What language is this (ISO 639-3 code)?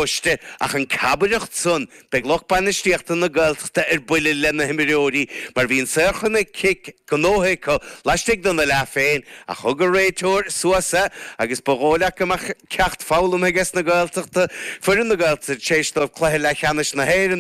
gle